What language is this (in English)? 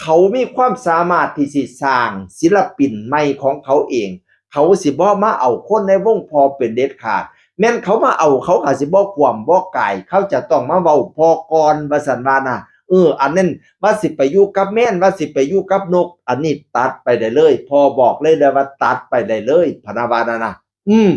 Northeastern Thai